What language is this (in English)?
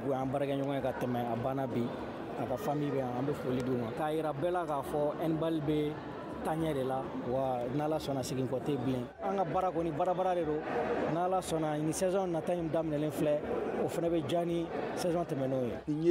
Bambara